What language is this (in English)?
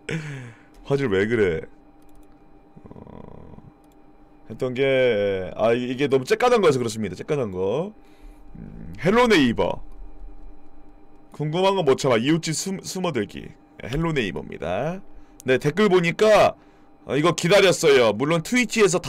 Korean